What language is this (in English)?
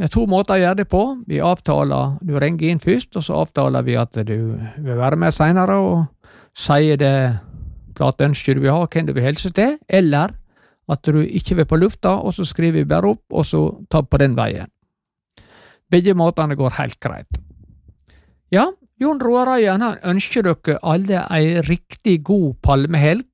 Norwegian